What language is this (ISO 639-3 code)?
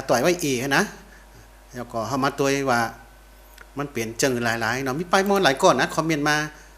shn